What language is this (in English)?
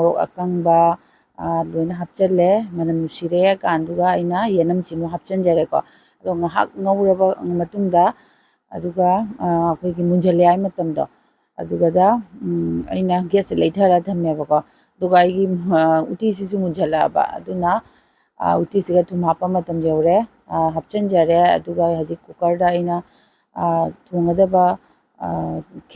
Manipuri